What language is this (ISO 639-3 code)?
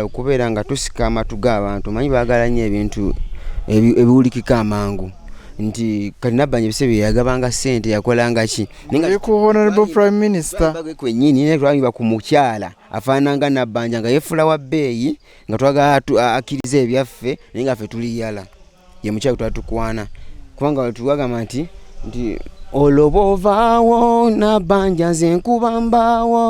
lug